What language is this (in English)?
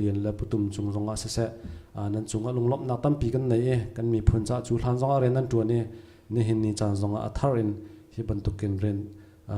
Hakha Chin